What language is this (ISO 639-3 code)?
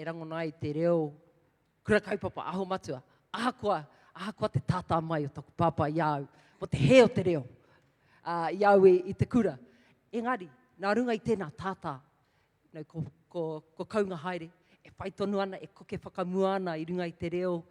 mri